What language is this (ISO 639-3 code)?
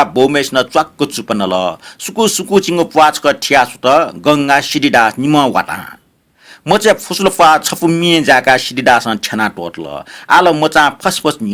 new